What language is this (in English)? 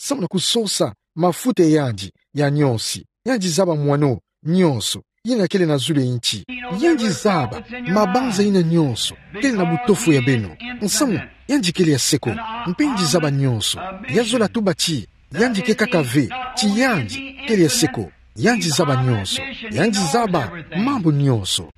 Kituba (Democratic Republic of Congo)